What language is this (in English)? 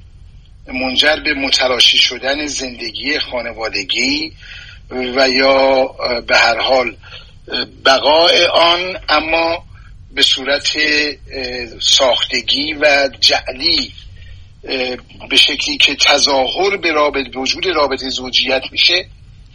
Persian